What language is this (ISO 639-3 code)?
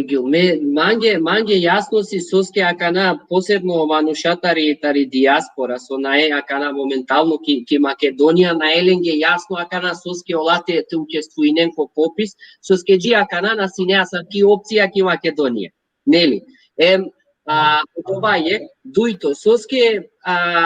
rmn